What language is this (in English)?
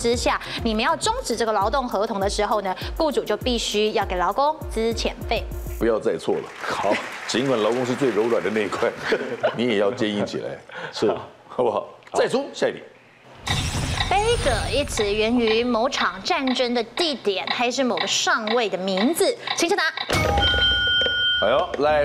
Chinese